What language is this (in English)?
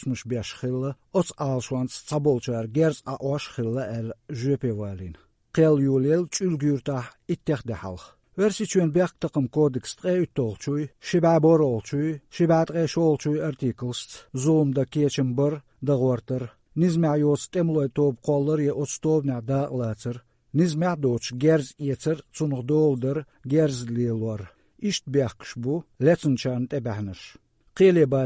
Chechen